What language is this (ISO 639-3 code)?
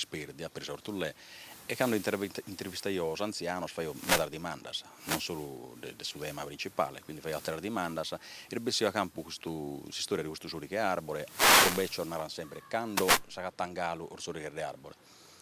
srd